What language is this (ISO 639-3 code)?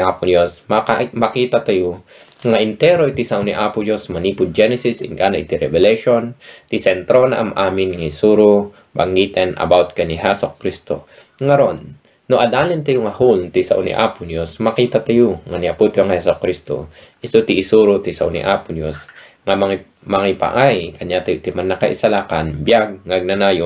ilo